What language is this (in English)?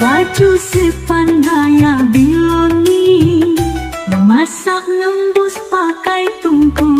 Musi